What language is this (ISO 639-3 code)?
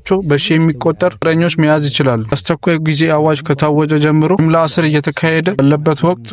amh